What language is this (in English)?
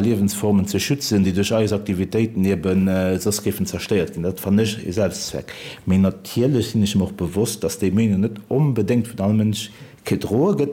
Luxembourgish